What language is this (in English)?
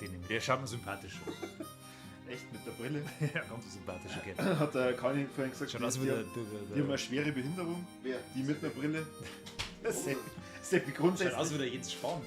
Bavarian